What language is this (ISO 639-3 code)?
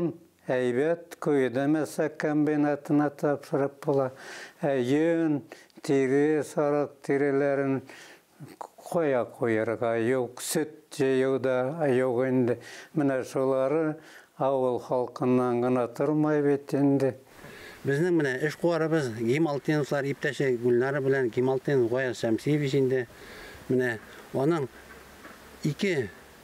bak